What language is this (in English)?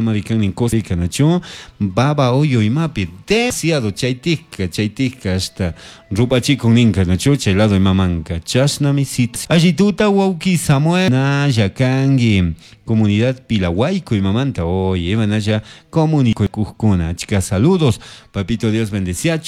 Chimborazo Highland Quichua